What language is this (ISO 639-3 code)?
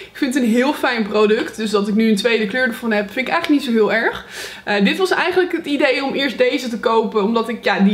nld